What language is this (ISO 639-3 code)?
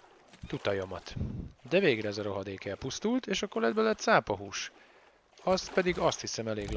hun